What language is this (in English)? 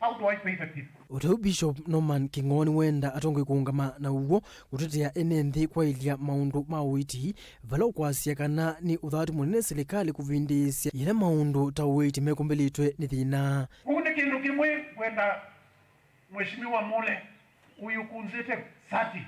Kamba